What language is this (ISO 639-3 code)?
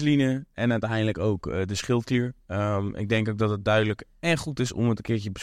nld